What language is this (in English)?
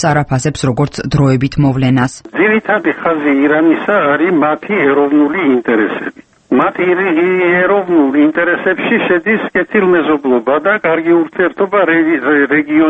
Georgian